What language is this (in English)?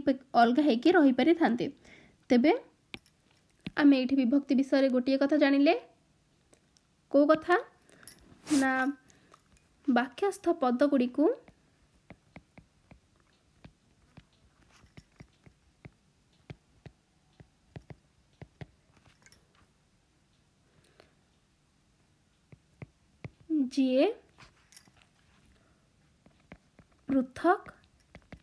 Odia